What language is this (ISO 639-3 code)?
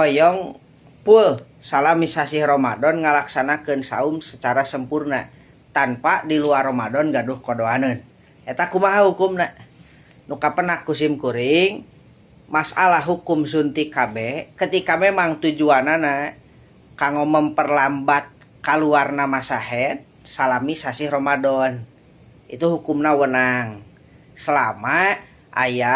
sun